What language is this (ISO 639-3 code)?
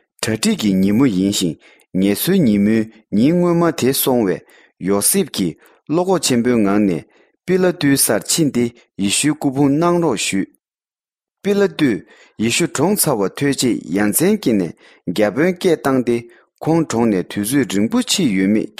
bod